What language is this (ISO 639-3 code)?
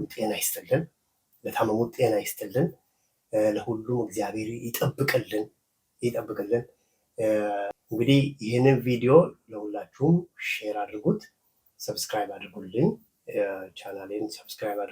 amh